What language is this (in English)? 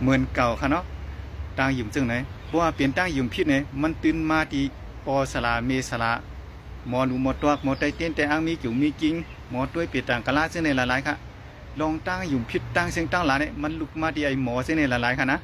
Shan